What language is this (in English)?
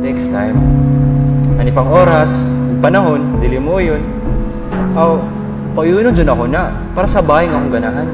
Cebuano